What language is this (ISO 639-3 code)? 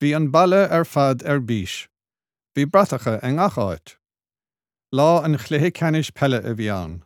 gle